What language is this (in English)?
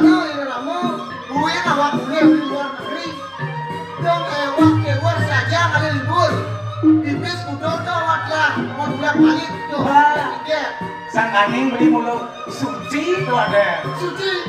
Balinese